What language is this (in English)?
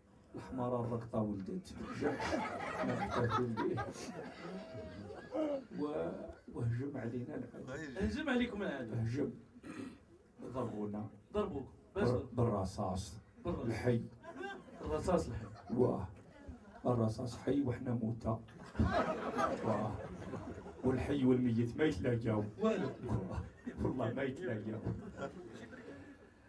Moroccan Arabic